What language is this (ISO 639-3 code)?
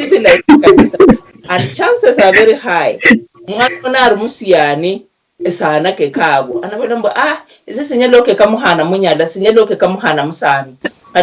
luy